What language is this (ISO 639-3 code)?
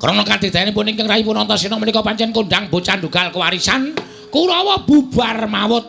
jav